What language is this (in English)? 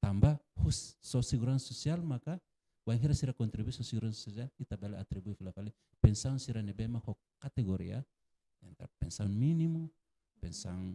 Tetum